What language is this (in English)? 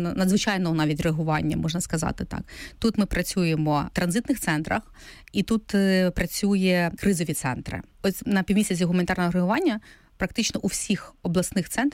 Ukrainian